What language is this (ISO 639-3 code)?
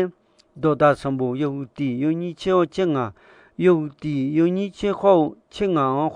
ahk